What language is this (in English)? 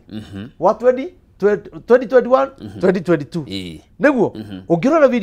Kikuyu